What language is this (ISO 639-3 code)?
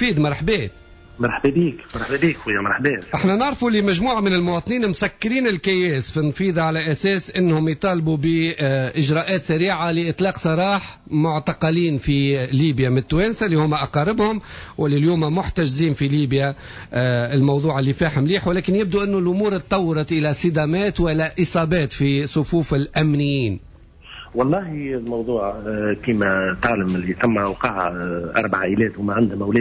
aeb